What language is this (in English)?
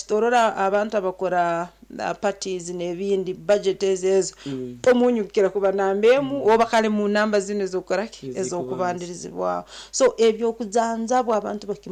Nyankole